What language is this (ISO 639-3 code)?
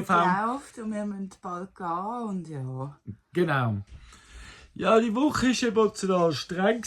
gsw